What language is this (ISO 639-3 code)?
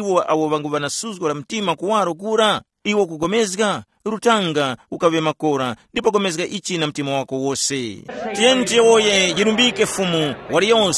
tum